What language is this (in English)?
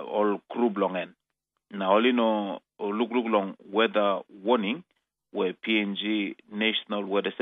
Tok Pisin